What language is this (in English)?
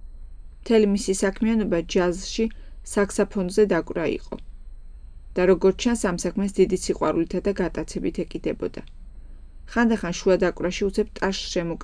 Georgian